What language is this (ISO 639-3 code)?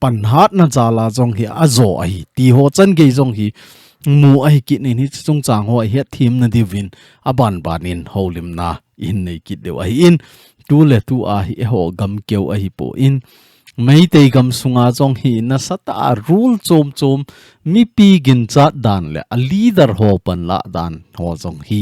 tcz